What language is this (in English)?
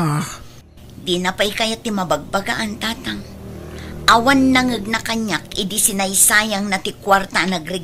Iloko